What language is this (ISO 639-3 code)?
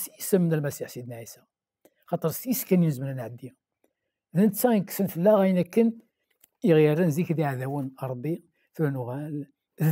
kab